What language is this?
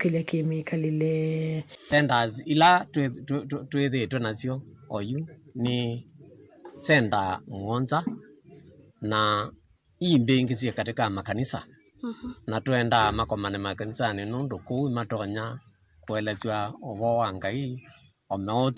Kamba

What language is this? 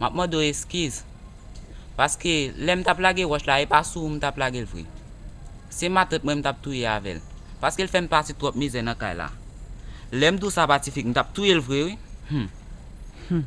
Haitian Creole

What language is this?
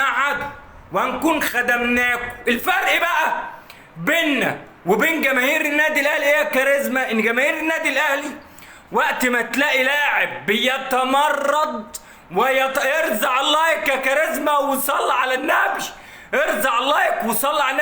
Egyptian Arabic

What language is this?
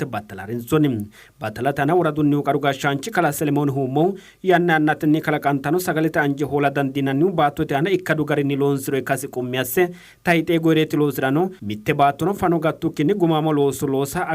Sidamo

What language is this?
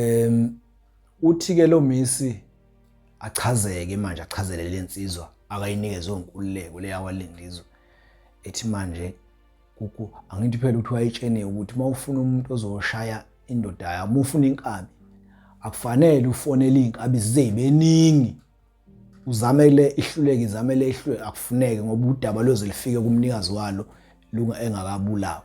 Zulu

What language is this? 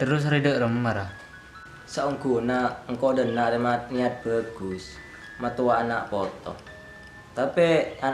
Madurese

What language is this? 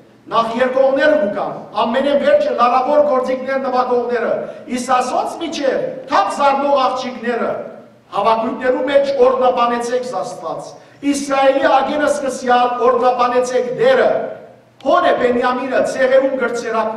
Western Armenian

